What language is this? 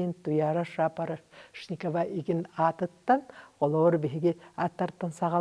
Yakut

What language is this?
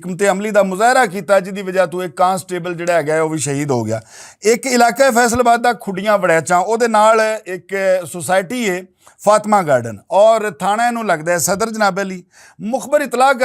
Western Panjabi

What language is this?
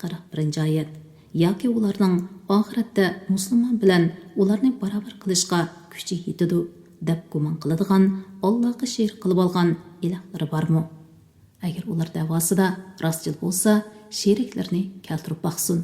Uyghur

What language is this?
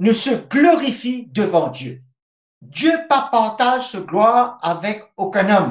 Morisyen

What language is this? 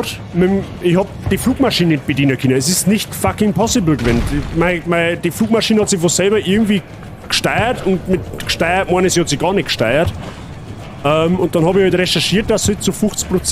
Bavarian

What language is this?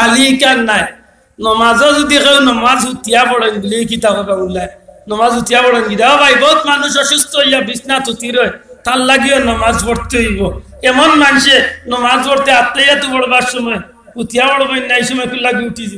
Sylheti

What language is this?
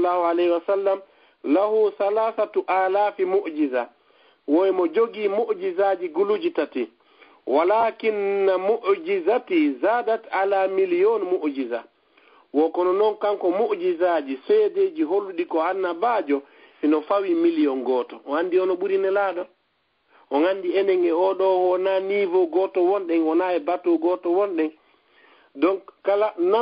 Fula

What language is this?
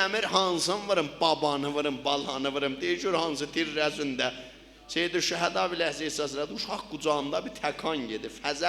South Azerbaijani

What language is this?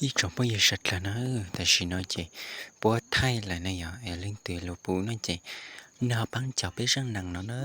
Hmong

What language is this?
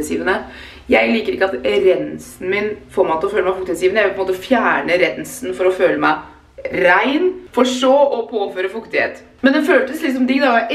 Norwegian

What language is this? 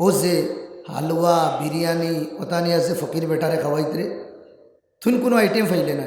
Sylheti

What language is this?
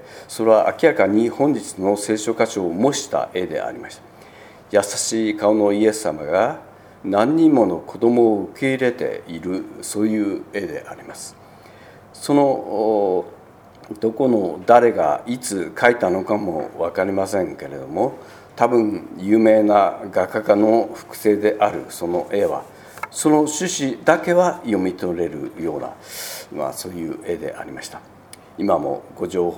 Japanese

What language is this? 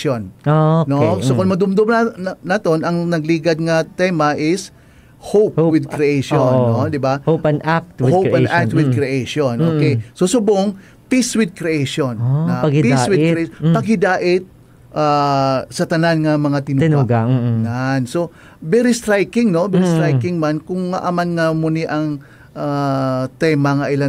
Hiligaynon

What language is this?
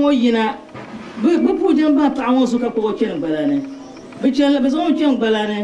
Dagbani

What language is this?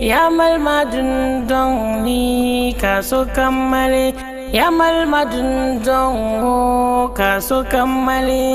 Dagbani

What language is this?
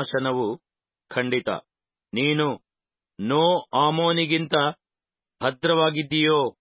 Kannada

